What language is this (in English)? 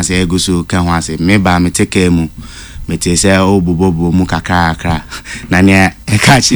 Akan